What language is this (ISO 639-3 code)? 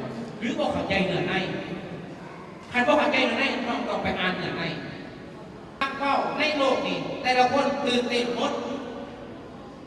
lao